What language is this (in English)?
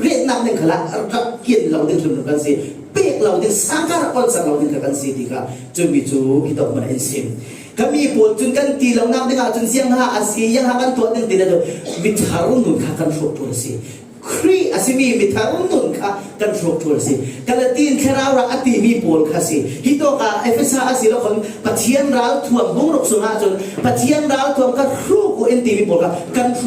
Falam Chin